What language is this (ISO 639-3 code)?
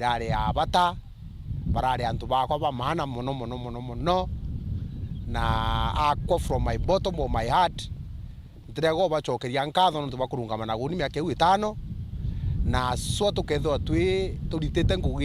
mer